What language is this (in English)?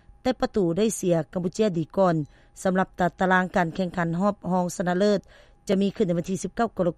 Lao